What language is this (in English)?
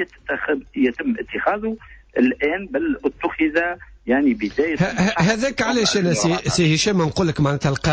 Tunisian Arabic